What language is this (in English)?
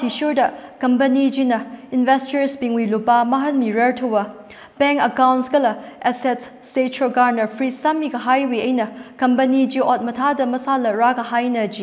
Tangkhul Naga (India)